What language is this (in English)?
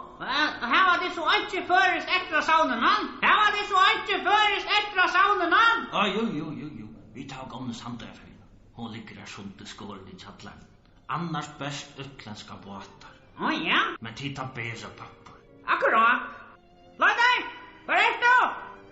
Faroese